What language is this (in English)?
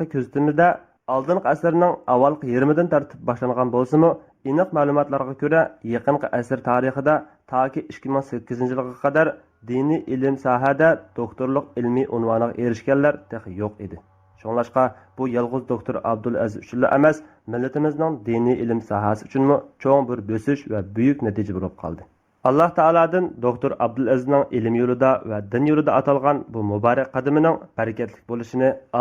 Uyghur